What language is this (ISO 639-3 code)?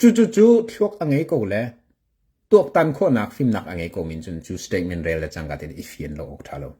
cnh